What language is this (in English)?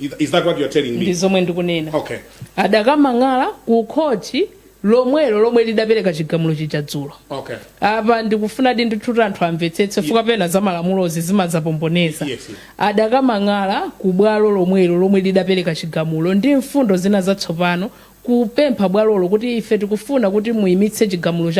Nyanja